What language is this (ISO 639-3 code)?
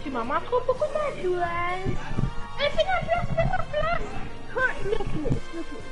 mfe